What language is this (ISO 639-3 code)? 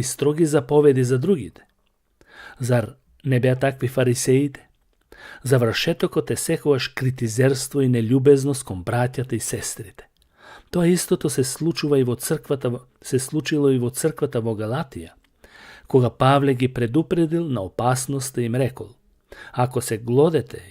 mkd